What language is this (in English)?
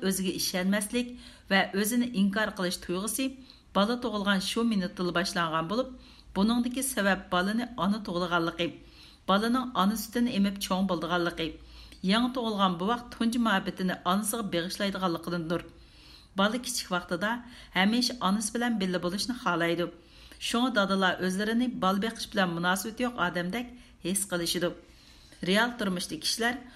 Uyghur